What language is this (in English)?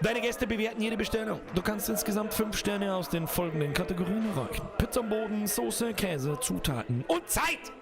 Bavarian